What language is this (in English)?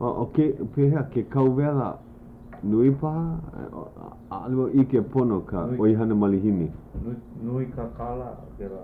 Hawaiian